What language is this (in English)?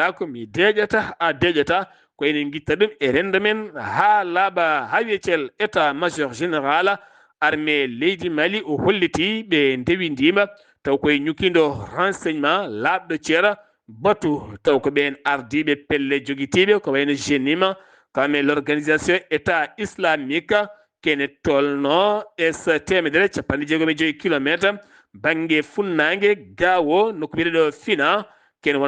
Fula